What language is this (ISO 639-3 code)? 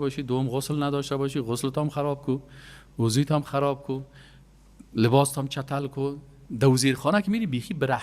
fas